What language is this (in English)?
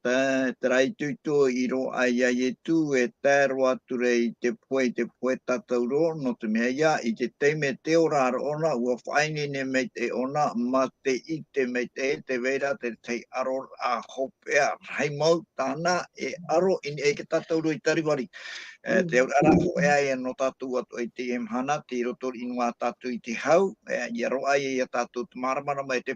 Tahitian